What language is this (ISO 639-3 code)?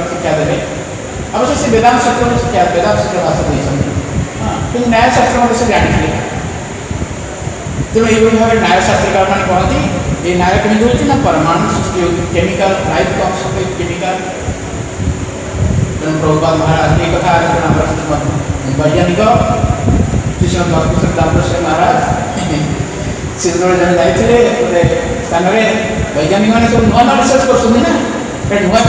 ori